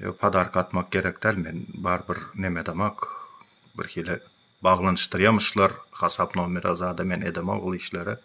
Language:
Turkmen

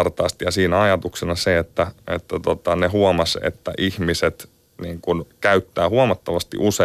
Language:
Finnish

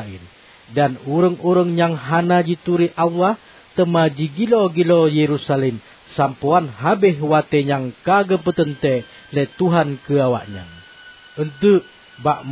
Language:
Achinese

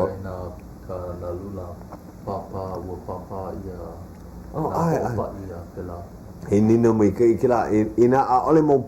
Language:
Hawaiian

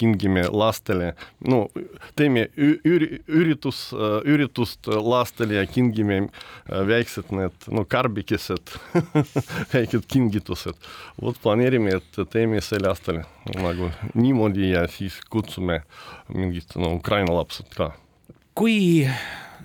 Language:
Estonian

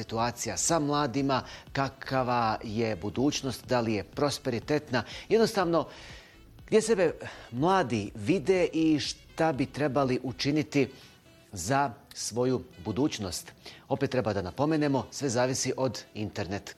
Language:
Bosnian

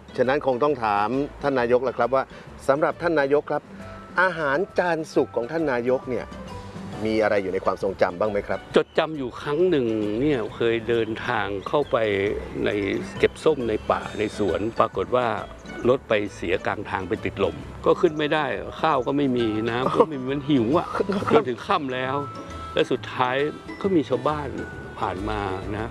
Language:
Thai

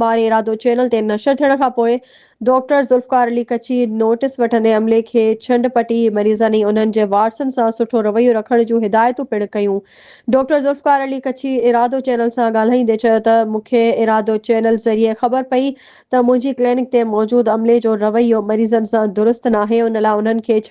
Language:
Sindhi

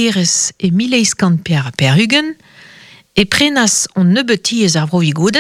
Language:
Breton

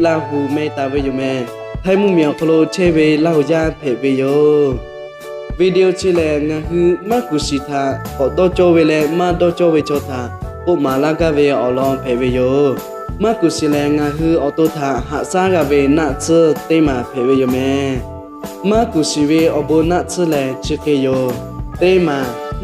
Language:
Lahu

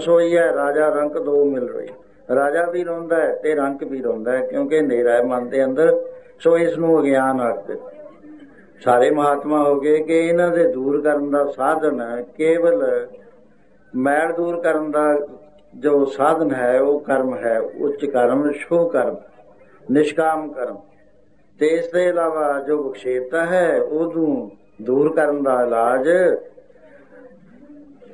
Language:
Punjabi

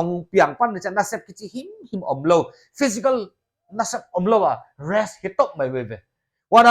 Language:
Paite Chin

